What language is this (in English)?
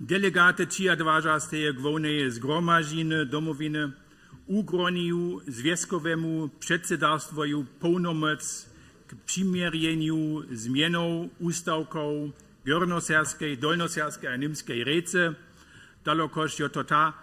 Upper Sorbian